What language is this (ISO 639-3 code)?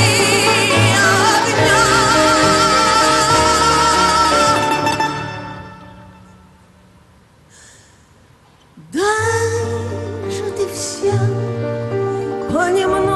rus